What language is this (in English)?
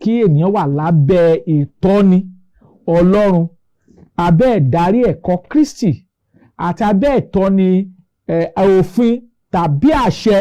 Yoruba